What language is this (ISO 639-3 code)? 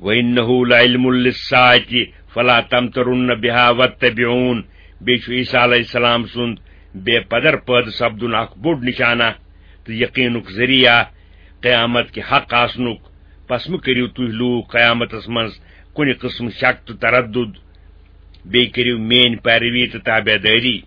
kas